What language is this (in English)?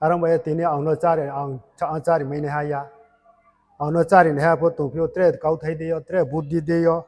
Riang (India)